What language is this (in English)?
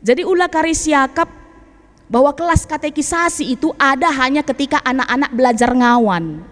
Batak Karo